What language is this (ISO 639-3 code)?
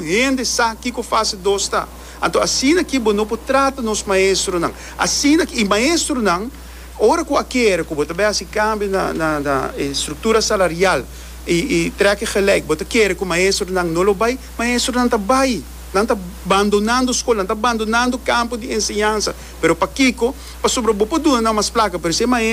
pap